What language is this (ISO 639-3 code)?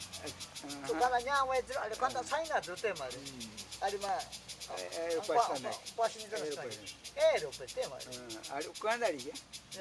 prq